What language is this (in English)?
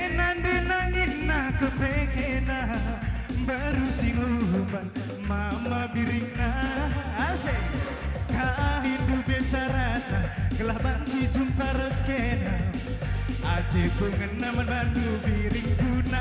Batak Karo